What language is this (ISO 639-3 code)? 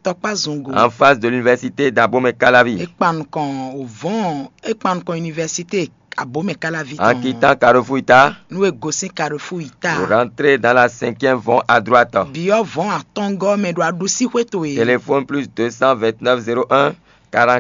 fon